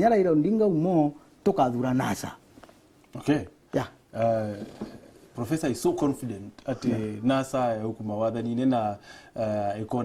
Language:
Meru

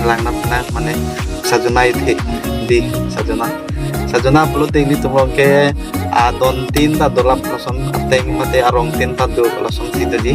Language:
Karbi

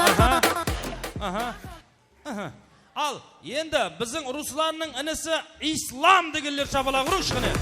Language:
Kara-Kalpak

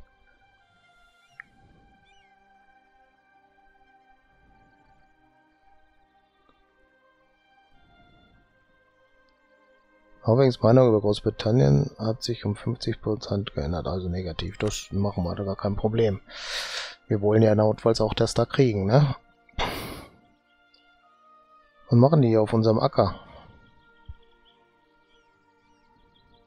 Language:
German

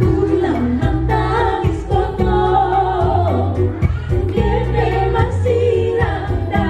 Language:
Batak Simalungun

